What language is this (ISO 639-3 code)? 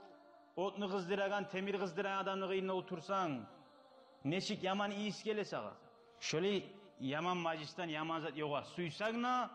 kum